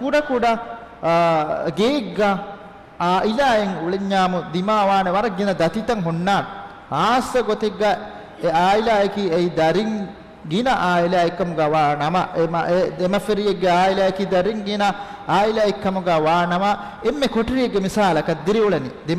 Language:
Divehi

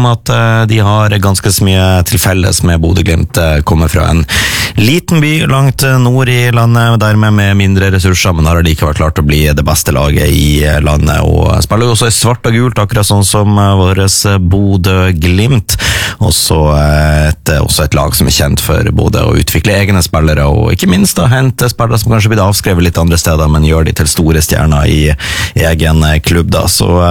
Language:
Norwegian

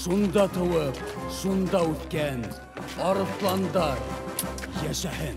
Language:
Bashkir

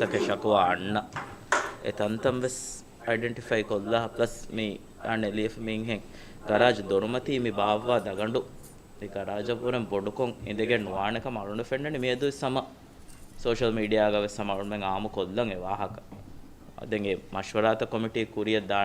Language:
Divehi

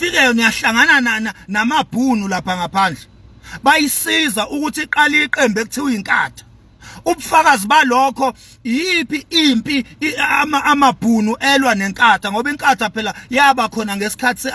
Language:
Zulu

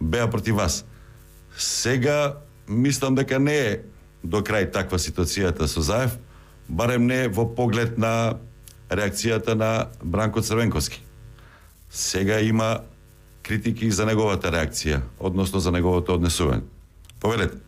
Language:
Macedonian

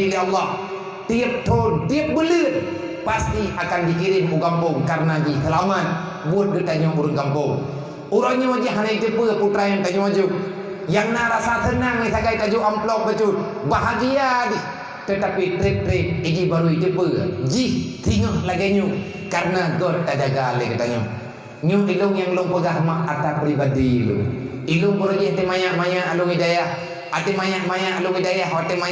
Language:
Achinese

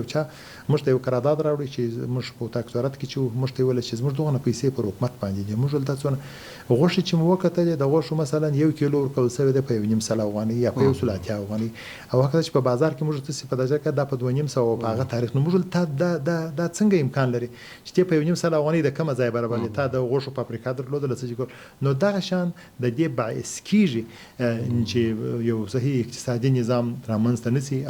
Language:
Pashto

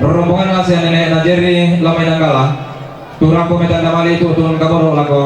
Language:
Toraja-Sa'dan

